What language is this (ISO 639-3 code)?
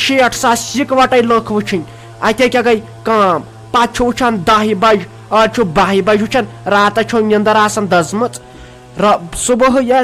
kas